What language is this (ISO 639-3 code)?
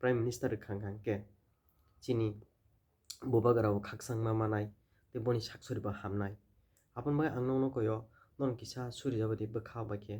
trp